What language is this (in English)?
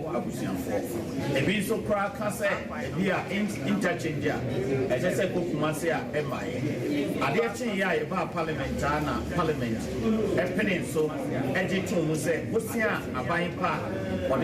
Akan